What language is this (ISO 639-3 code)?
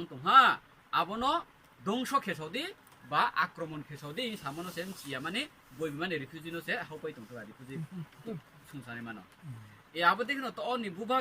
ria